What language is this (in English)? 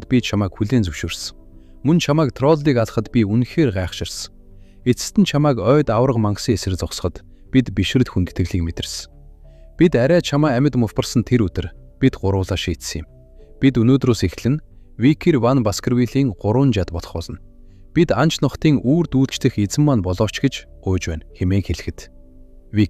Mongolian